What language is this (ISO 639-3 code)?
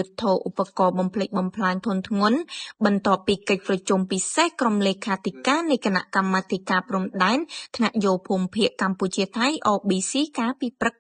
khm